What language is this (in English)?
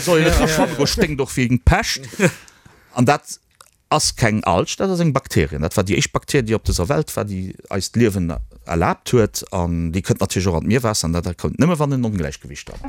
Luxembourgish